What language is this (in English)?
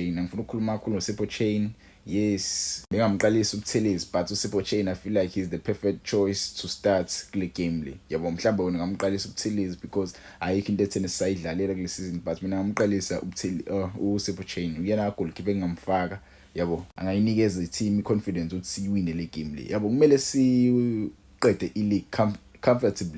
Zulu